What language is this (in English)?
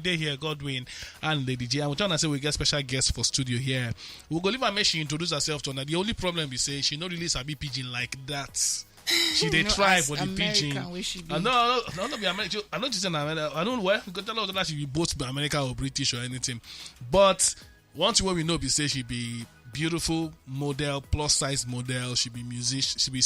Nigerian Pidgin